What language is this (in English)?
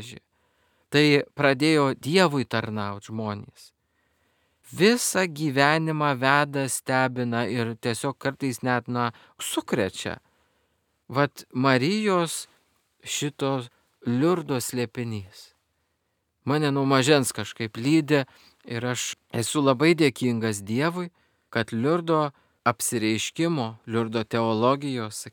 Lithuanian